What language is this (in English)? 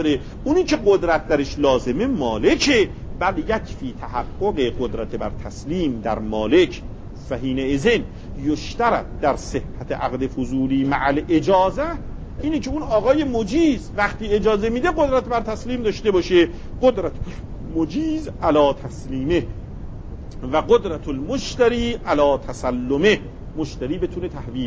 Persian